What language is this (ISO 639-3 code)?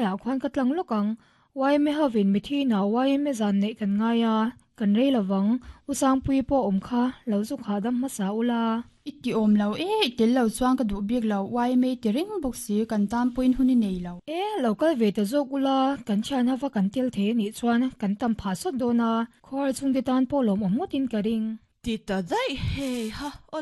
lus